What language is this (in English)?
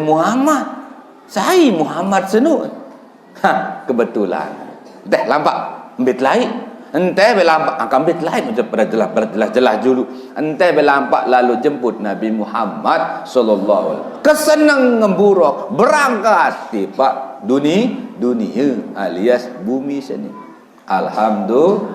Sasak